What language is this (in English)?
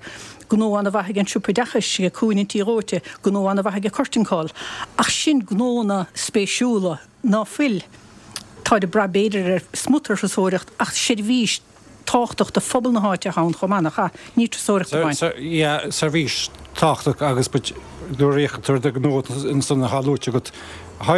Irish